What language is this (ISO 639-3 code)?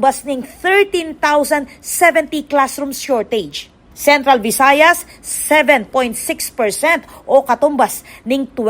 pam